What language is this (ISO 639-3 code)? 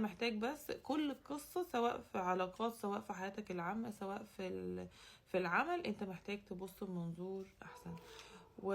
arz